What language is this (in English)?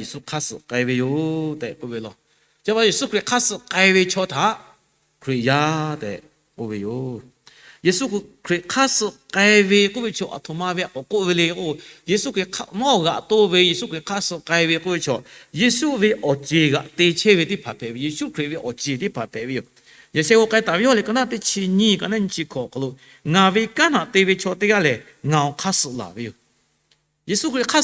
Lahu